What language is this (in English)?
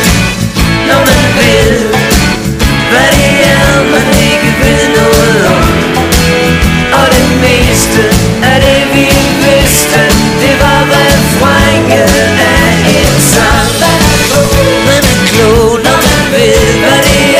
Danish